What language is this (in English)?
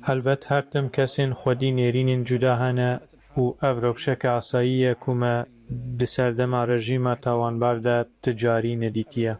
Kurdish